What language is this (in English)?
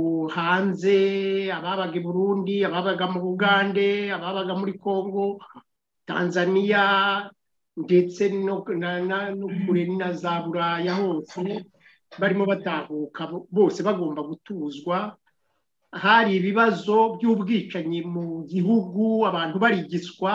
Kinyarwanda